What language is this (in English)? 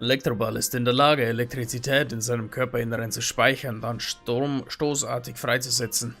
Bavarian